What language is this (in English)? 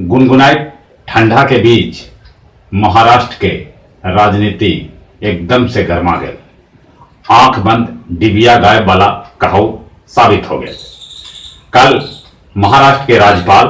Magahi